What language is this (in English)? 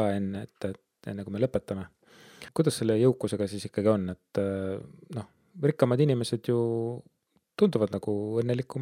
Estonian